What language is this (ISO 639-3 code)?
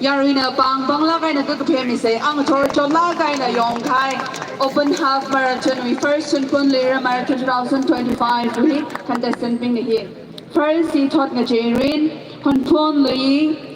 nmf